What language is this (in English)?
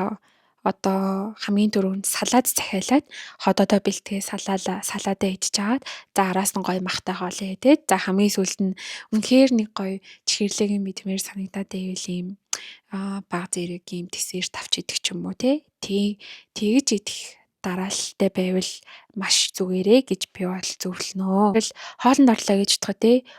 Mongolian